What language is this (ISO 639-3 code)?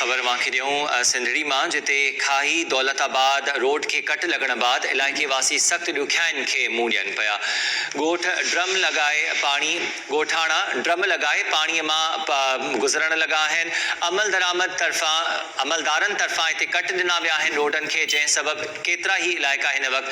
snd